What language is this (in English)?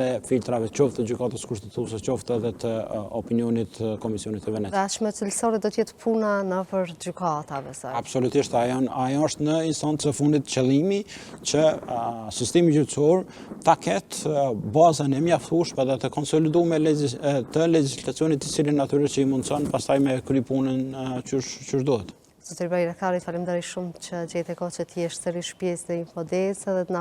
Albanian